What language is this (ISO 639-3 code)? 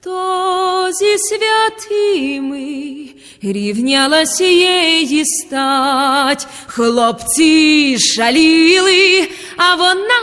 rue